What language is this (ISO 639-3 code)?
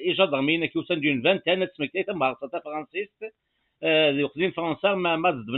kab